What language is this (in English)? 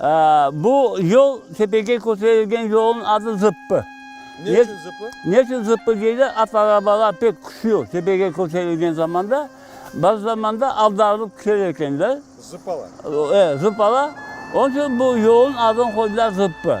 Crimean Tatar